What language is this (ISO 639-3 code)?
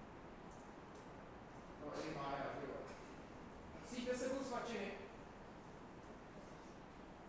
ces